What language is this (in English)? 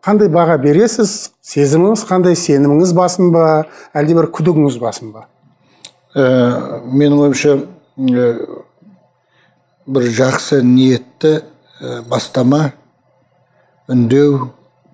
Kazakh